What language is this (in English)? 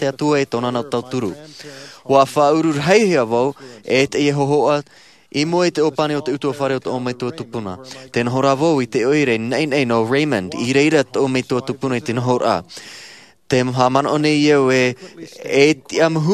Tahitian